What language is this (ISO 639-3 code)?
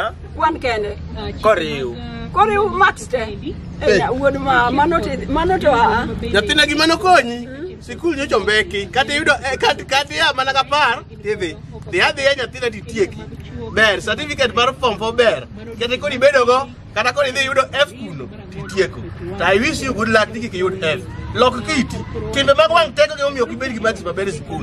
luo